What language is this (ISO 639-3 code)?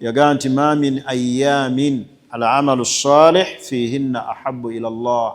lug